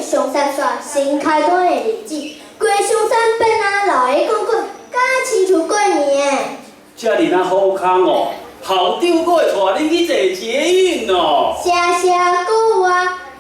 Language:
Min Nan Chinese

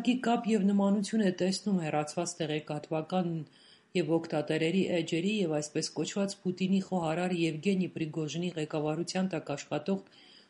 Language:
Armenian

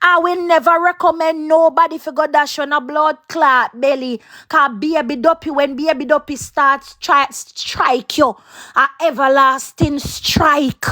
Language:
Jamaican Creole English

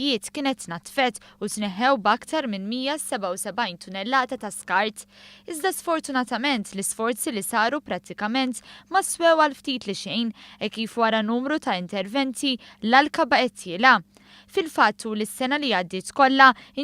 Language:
Maltese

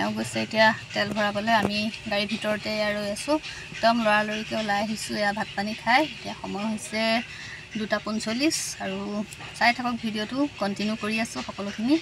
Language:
Assamese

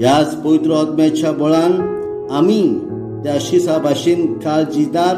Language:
Konkani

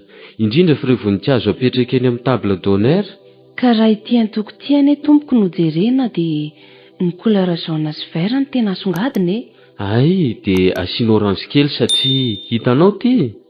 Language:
Malagasy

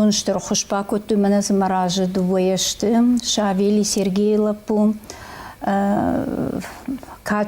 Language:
Ossetic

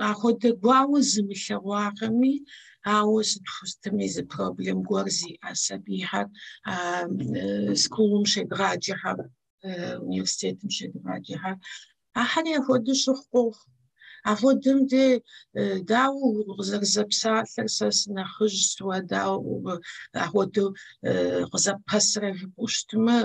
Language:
Kabardian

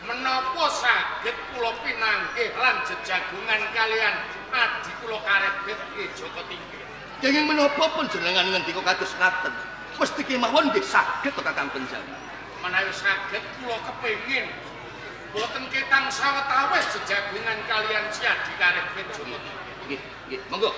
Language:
Javanese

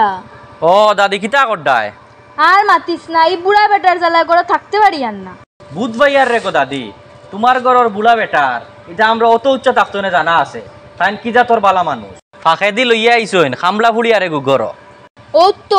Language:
Sylheti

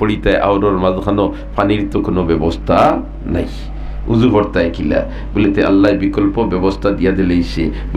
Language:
Sylheti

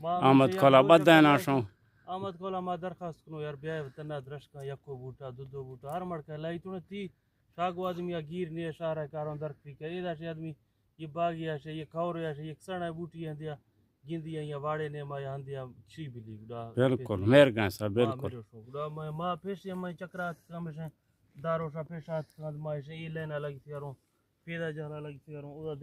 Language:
Eastern Balochi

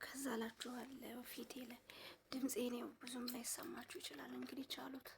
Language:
Amharic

